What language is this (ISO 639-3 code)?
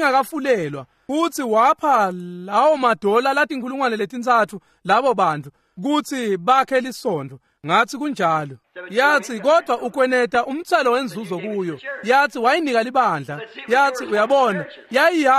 ssw